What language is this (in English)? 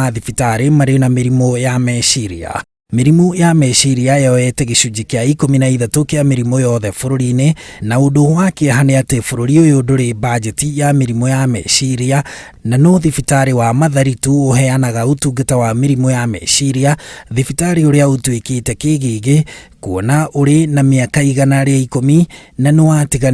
Kikuyu